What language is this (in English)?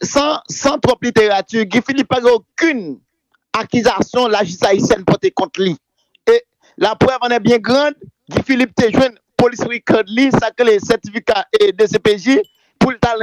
Haitian Creole